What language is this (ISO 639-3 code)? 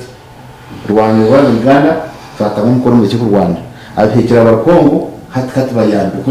nyn